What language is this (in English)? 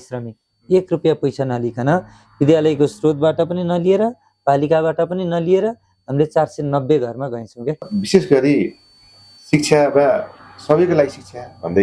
Nepali